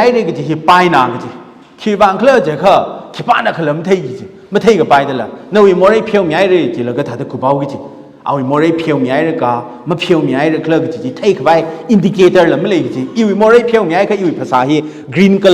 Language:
Tangkhul Naga (India)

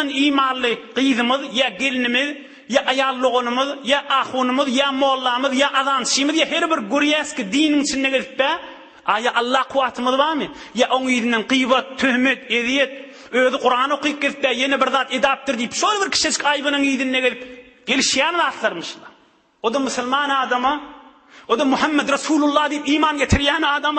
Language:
Turkmen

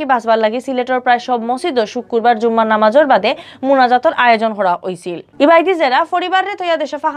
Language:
Sylheti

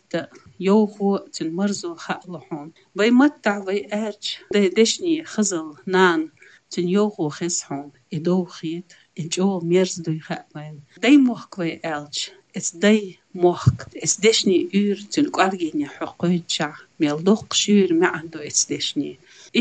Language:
Chechen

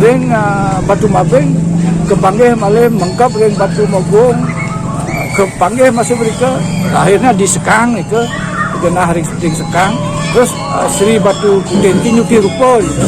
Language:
Balinese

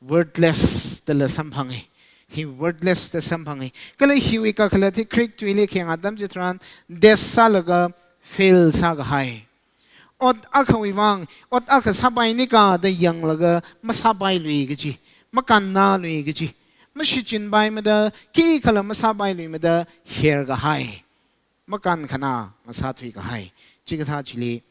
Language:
Tangkhul Naga (India)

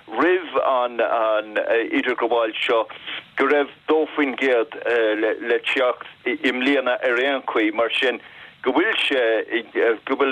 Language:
Irish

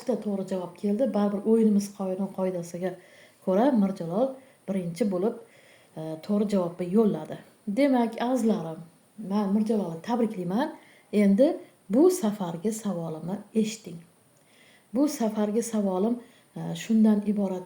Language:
Uzbek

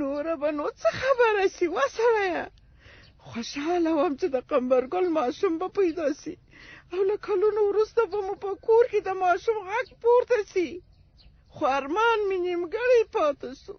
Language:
Pashto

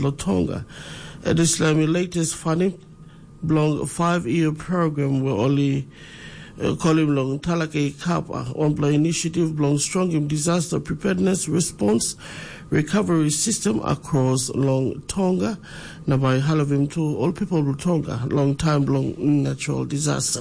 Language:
Tok Pisin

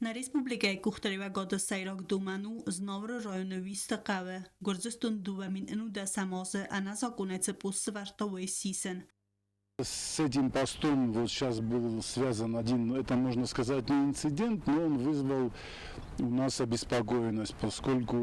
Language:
Ossetic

